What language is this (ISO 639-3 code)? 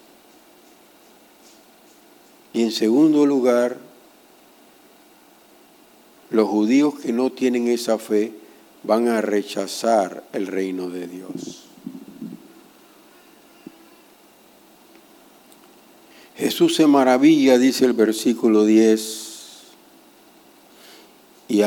spa